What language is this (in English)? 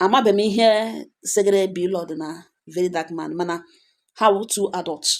Igbo